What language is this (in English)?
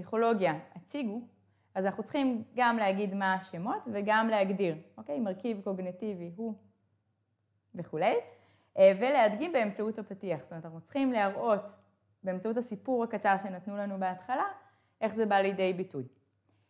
Hebrew